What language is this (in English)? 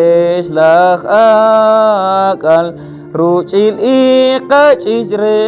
Poqomchi'